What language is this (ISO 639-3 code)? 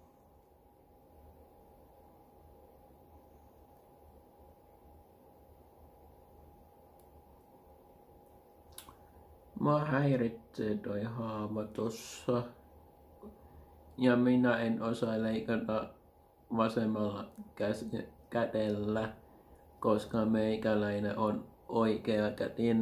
fin